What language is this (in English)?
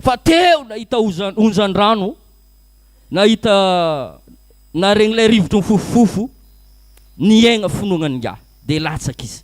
Malagasy